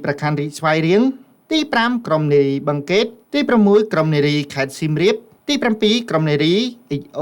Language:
Khmer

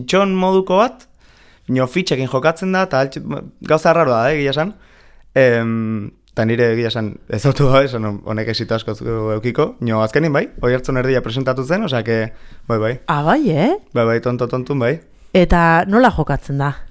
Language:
Basque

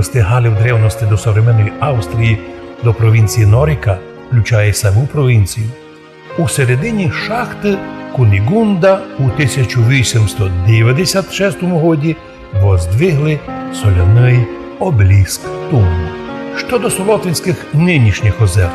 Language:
Rusyn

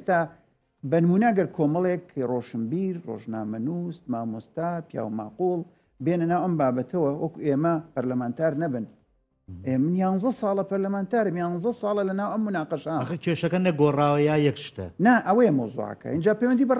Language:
Central Kurdish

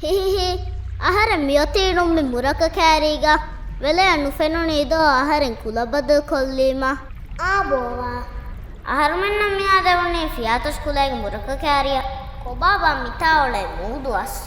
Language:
Divehi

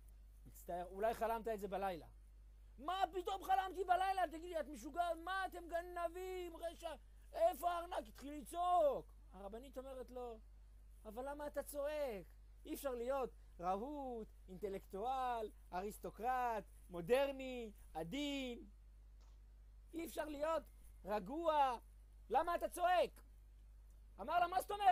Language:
Hebrew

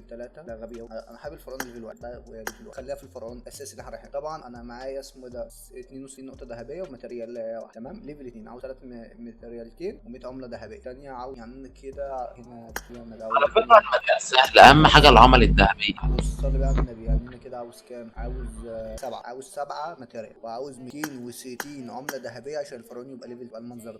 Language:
Egyptian Arabic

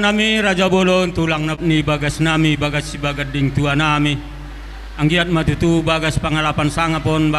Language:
Batak Toba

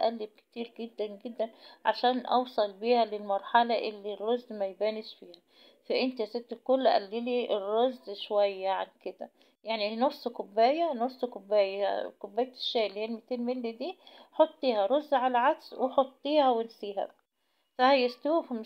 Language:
Egyptian Arabic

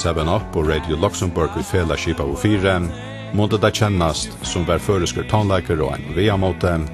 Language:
Faroese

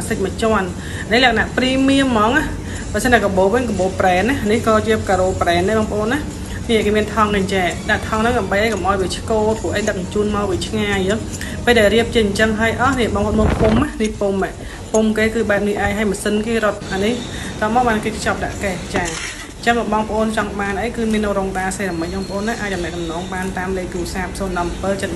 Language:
Khmer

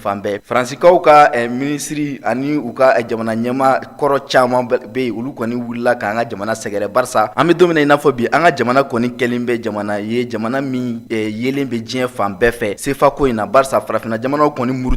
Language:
Bambara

